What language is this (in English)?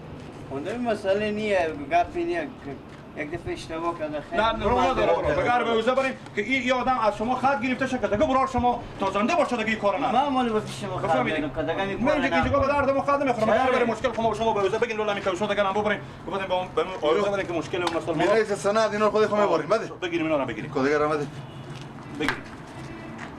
Persian